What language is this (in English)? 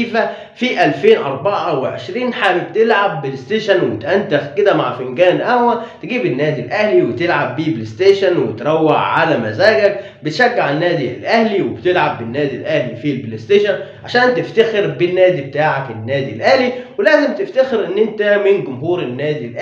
Egyptian Arabic